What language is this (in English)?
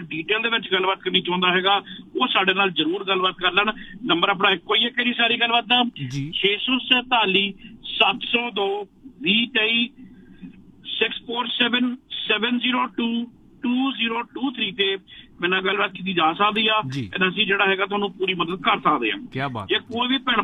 Punjabi